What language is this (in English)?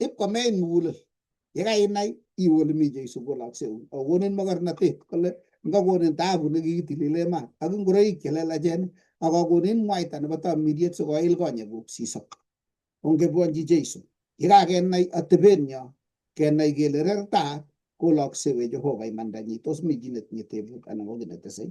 Kalenjin